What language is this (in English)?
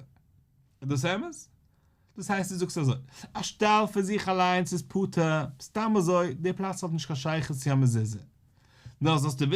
Yiddish